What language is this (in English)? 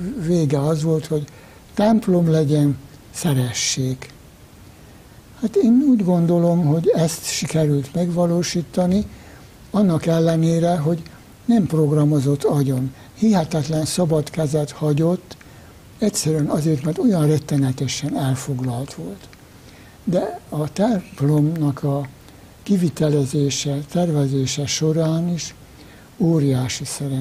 Hungarian